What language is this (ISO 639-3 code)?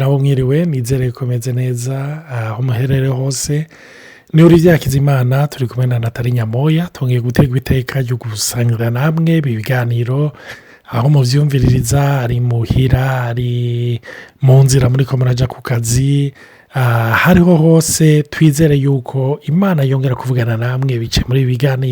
run